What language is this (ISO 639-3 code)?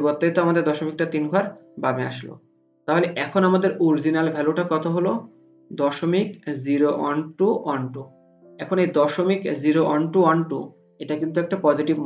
ben